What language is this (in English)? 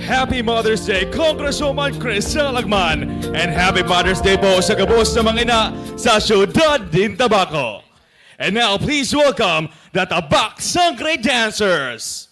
Bikol